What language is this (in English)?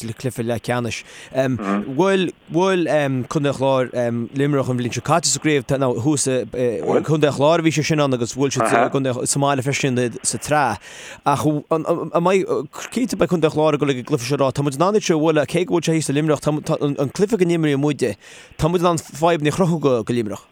Irish